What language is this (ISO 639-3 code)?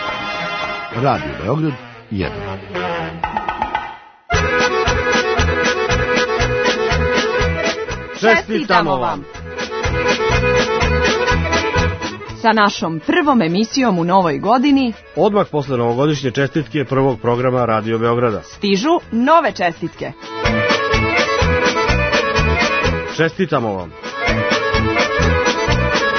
srp